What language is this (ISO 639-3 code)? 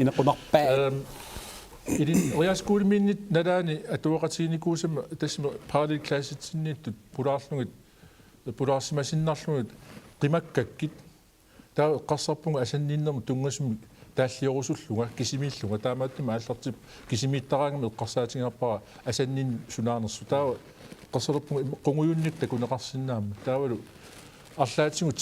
kal